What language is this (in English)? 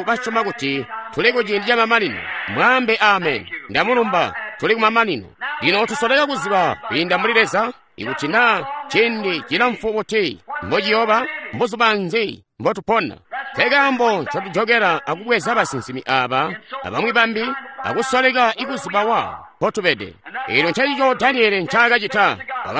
Tonga (Zambia)